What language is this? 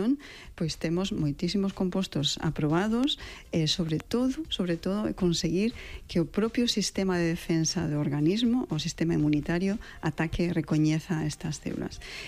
Galician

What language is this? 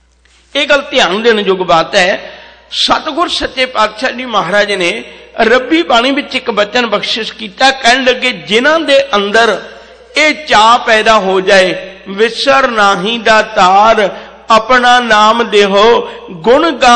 Punjabi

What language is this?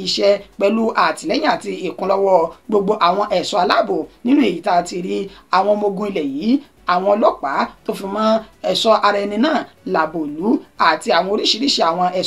Yoruba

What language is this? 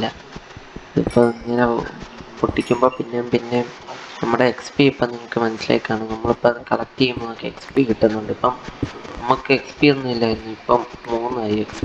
Malayalam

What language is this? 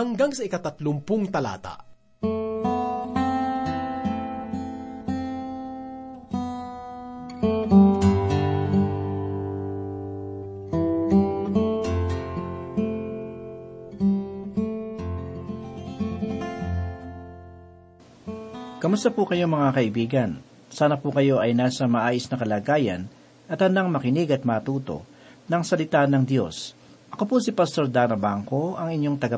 Filipino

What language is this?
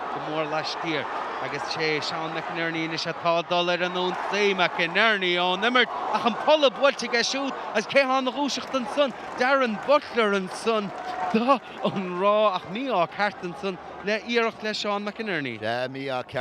Irish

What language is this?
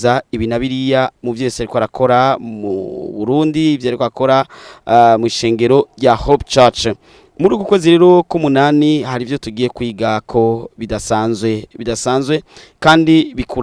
Rundi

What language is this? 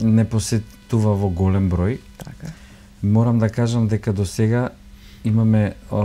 Macedonian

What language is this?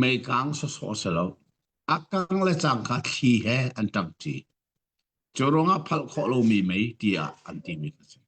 Hakha Chin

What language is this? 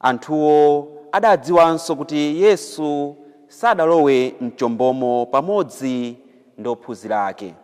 Nyanja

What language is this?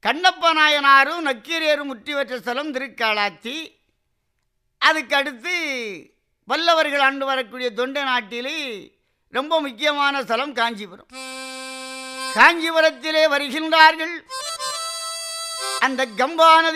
Tamil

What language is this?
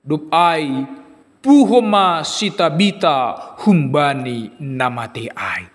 Batak Simalungun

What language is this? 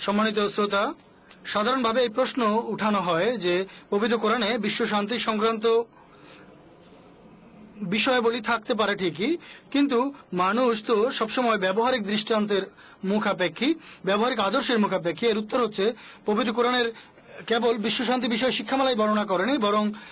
Bangla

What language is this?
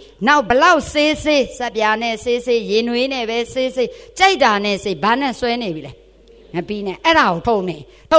Burmese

